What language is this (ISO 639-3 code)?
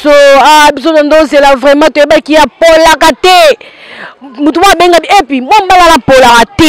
lin